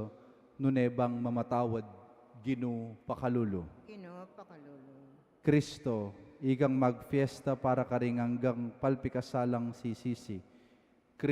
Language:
Pampanga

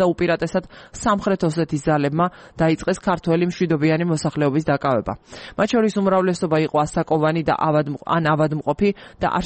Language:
Georgian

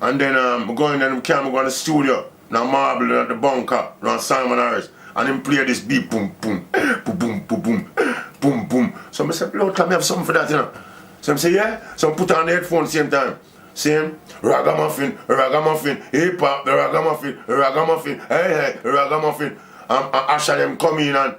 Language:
Jamaican Creole English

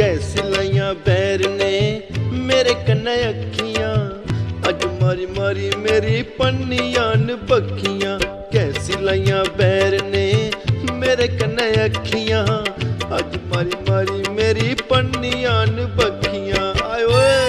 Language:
Dogri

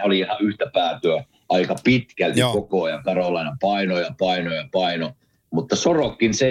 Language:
Finnish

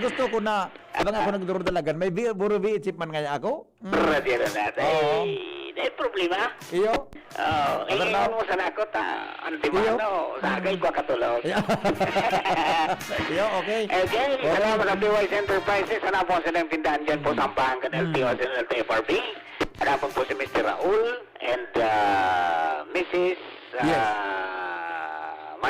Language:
Bikol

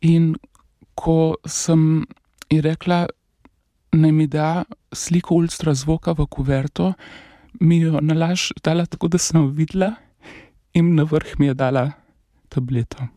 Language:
Slovenian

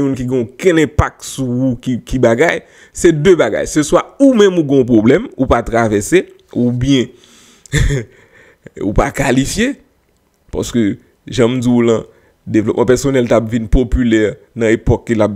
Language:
Haitian Creole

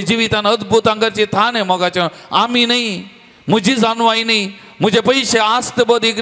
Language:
Konkani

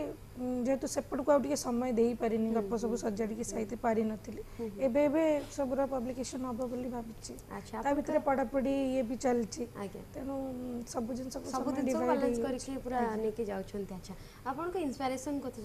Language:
Odia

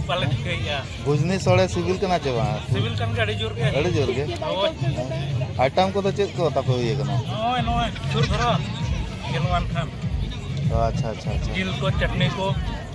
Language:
Santali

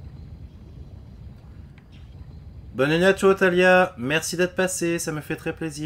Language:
French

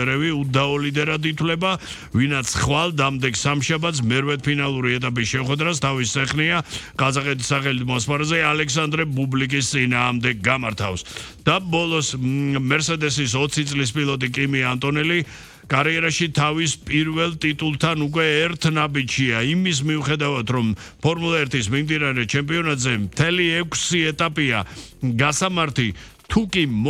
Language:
Georgian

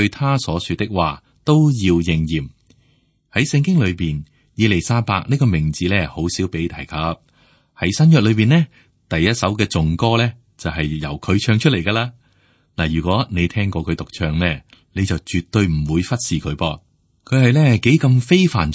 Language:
Cantonese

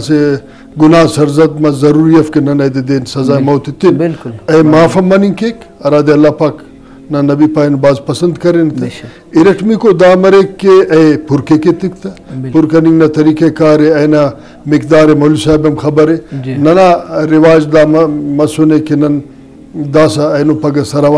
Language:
Brahui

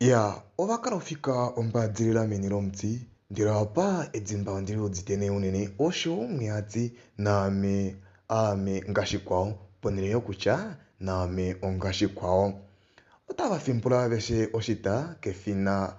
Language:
Kuanyama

